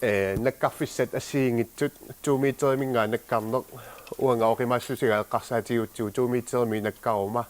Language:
Kalaallisut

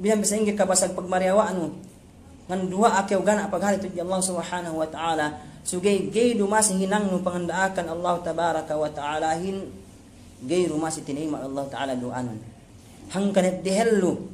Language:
Yakan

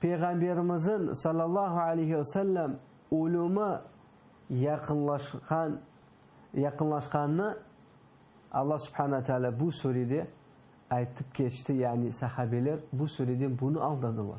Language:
Crimean Tatar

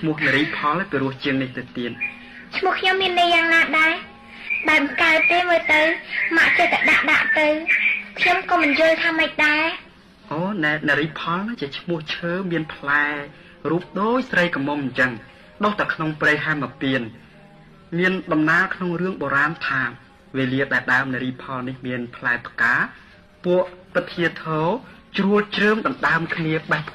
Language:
Khmer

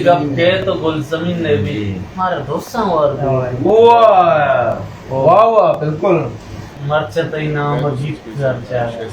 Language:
Eastern Balochi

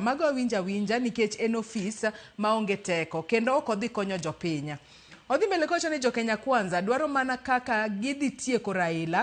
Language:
Luo (Kenya and Tanzania)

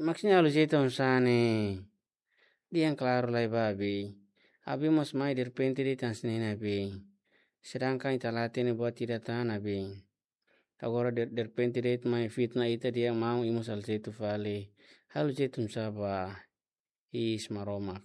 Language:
Tetum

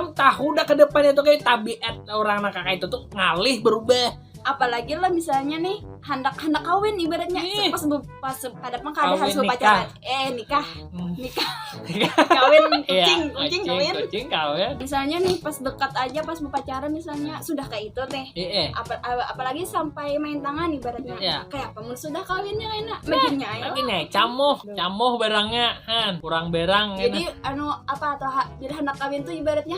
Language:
Banjar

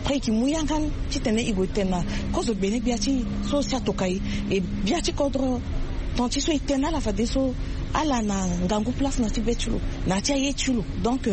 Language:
Sango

